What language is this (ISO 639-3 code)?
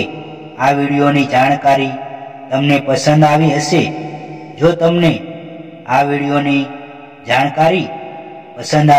guj